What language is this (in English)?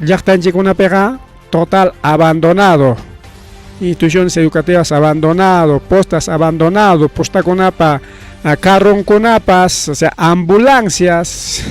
Ayacucho Quechua